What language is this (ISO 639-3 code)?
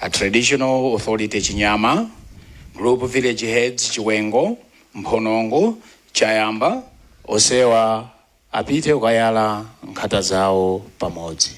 nya